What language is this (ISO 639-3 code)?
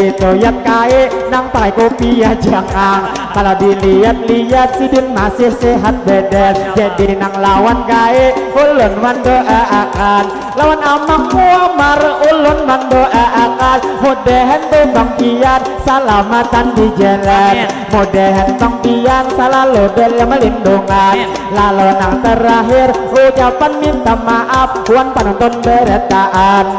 bjn